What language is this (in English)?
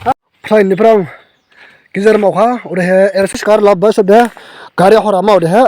Dimasa